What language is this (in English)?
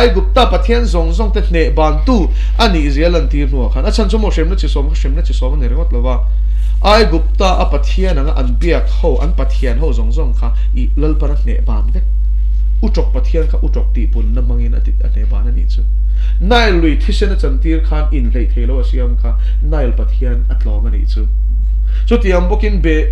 Mizo